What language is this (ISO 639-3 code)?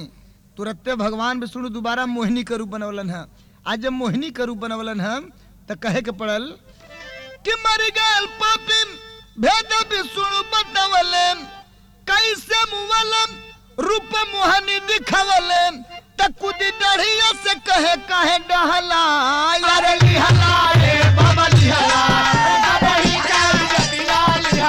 bho